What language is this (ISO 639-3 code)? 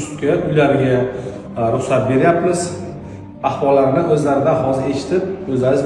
uzb